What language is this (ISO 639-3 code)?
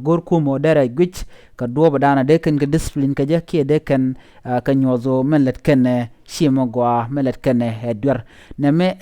nus